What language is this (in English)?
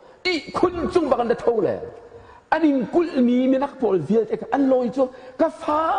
Hakha Chin